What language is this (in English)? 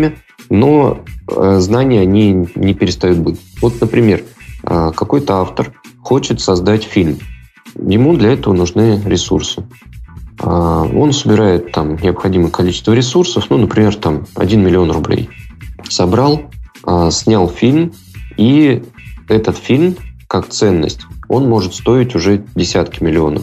Russian